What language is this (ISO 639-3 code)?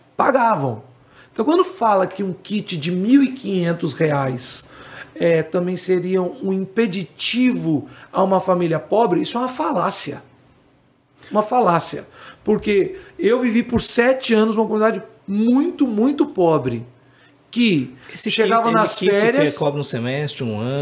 por